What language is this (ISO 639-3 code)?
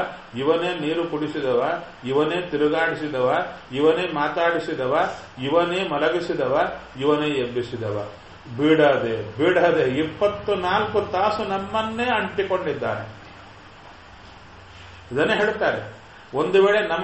kan